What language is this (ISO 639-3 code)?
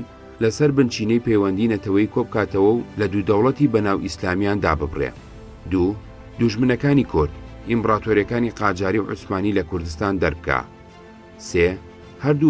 ckb